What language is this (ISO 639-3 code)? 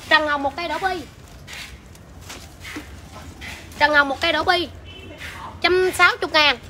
vie